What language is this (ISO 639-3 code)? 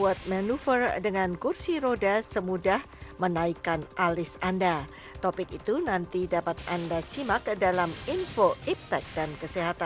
ind